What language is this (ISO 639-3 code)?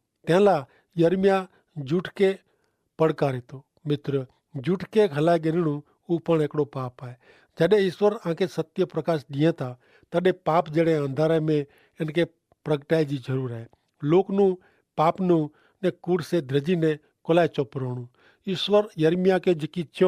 kfr